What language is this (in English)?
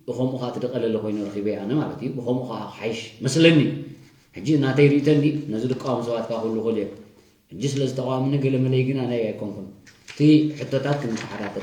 Tigrinya